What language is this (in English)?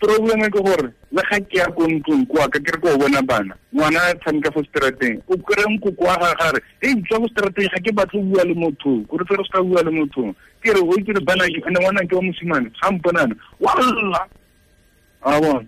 Tswana